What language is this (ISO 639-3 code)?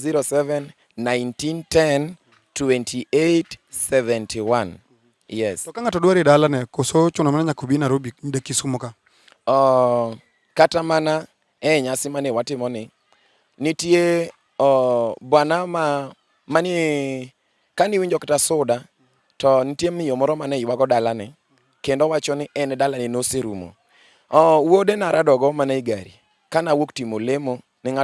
luo